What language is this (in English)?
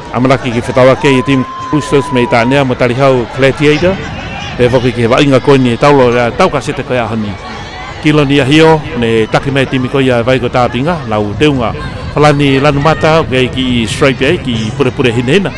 Tongan